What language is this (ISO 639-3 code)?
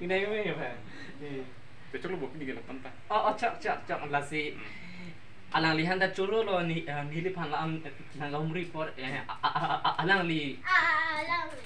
mjw